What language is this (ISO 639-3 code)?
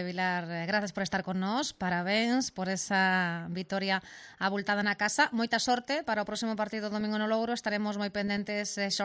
glg